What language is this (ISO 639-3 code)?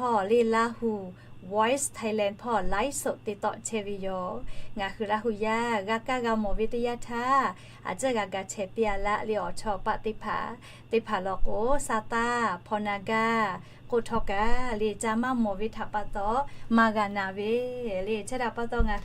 lhu